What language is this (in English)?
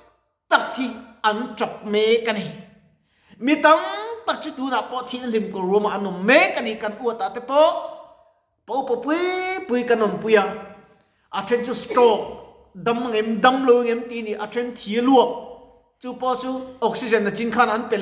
Mizo